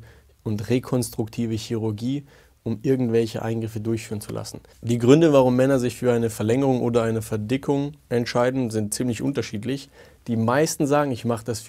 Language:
Swiss German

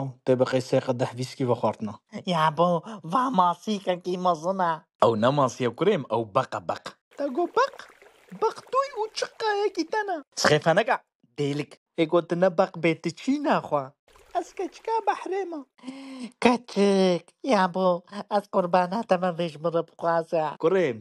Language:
Kurdish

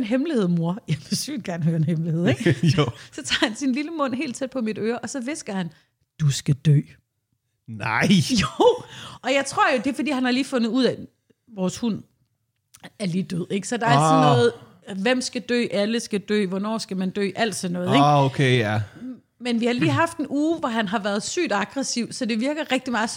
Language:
Danish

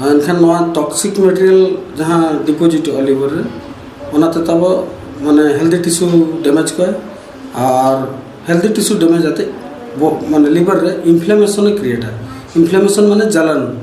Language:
Santali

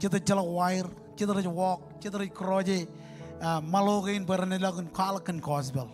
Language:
Marshallese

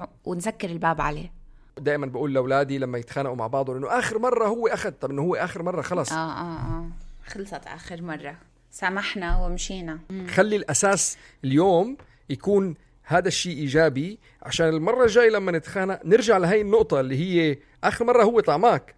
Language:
North Levantine Arabic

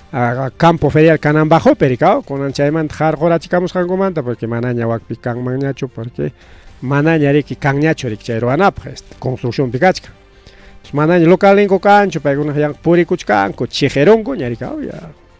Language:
Ayacucho Quechua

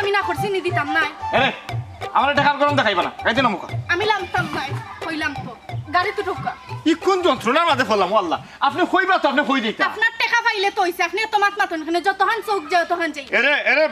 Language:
Sylheti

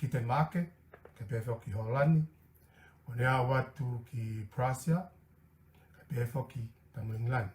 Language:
Tongan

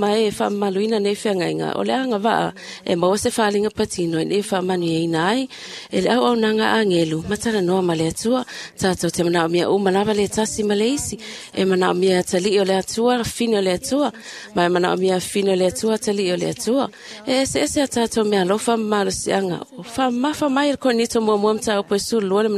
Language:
Samoan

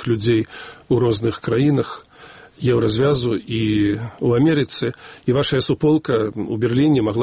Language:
Belarusian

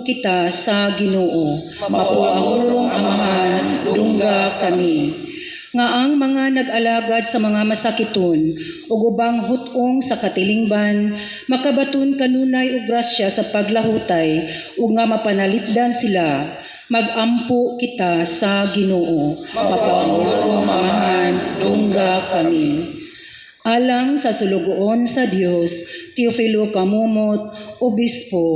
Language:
Cebuano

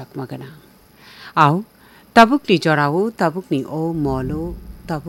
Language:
Kok Borok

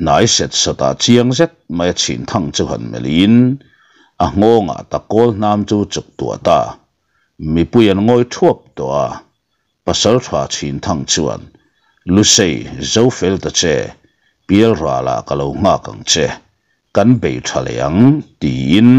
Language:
Mizo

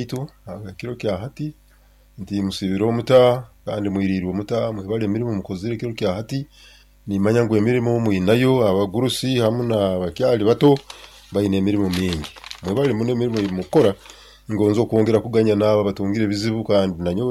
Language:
Nyankole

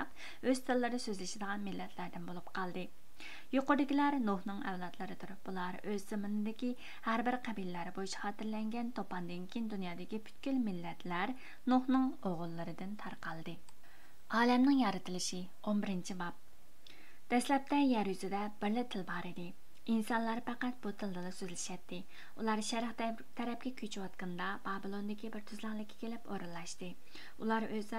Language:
Uyghur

